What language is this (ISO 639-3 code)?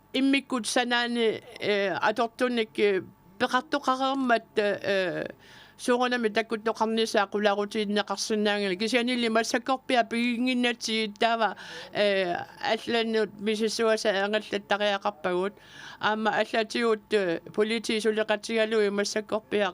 kal